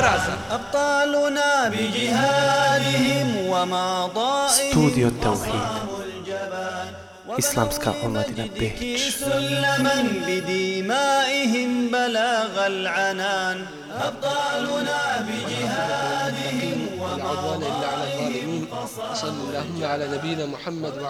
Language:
Bosnian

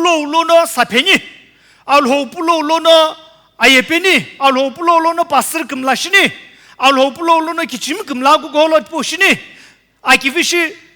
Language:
Sumi Naga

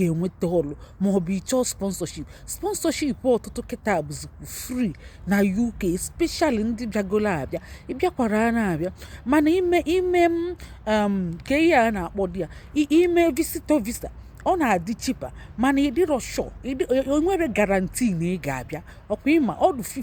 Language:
Igbo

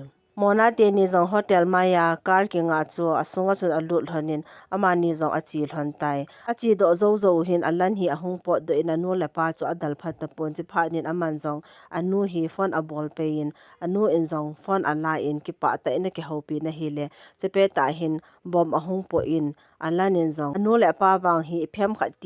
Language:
Thado Chin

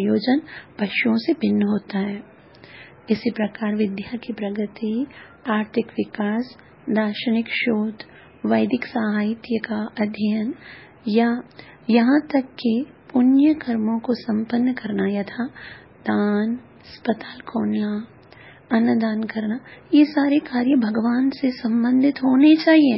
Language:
Hindi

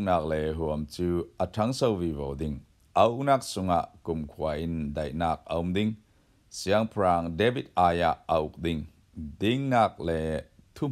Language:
Falam Chin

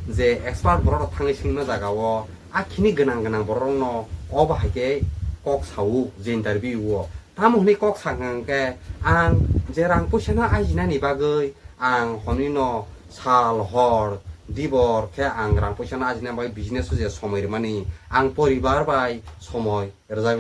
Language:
Kok Borok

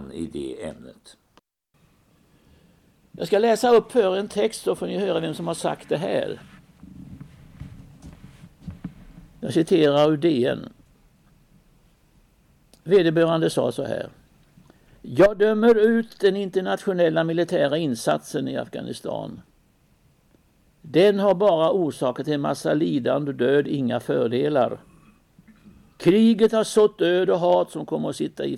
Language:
Swedish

